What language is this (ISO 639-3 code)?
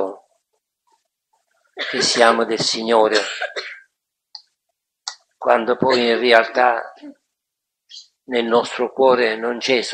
ita